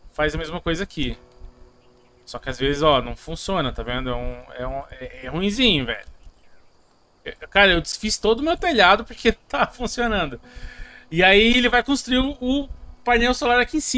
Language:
Portuguese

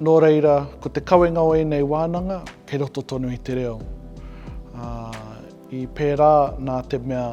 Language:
Māori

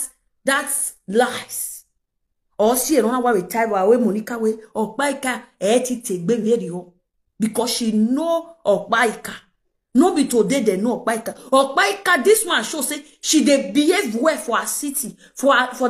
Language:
Nigerian Pidgin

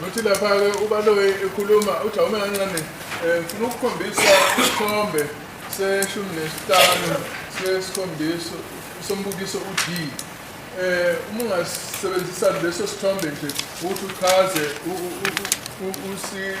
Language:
Zulu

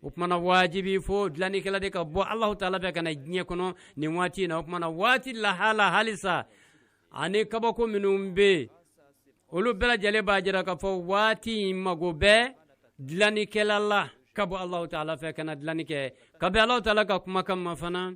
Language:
Bambara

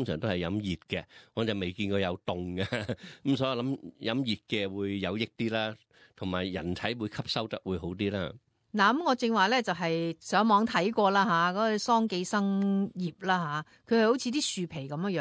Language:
Cantonese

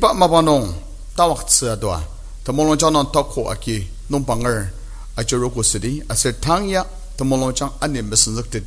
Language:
Ao Naga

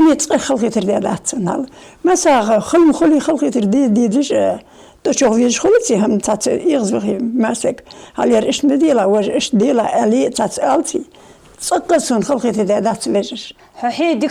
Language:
Ingush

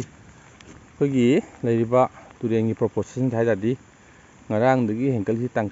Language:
Manipuri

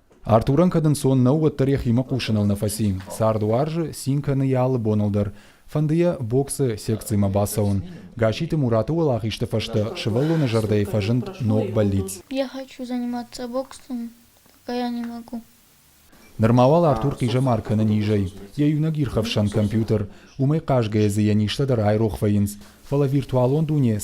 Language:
Ossetic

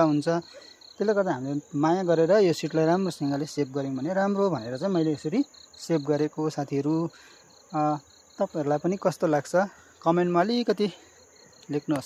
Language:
Nepali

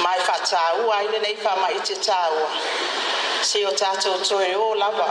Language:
Samoan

